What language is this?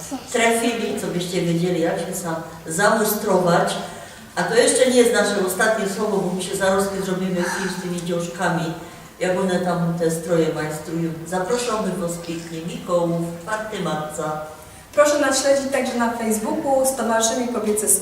Silesian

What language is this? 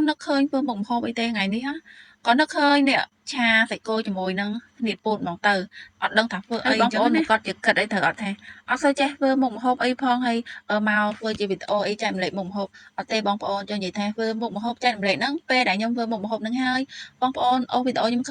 Khmer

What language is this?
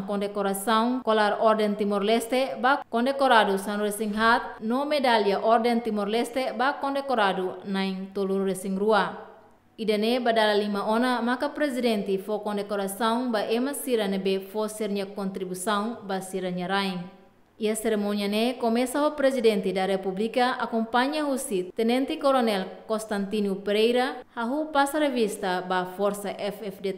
Tetum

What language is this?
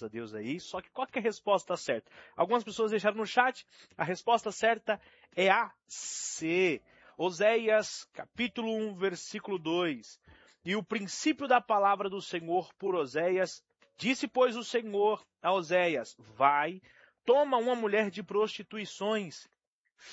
Portuguese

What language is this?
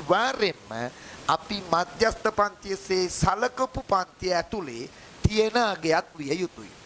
Sinhala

